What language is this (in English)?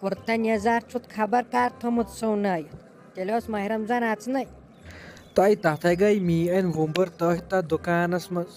Kashmiri